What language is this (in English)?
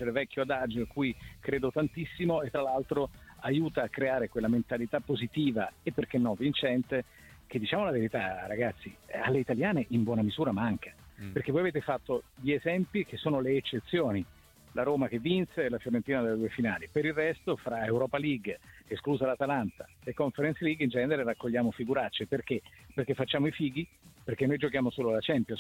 Italian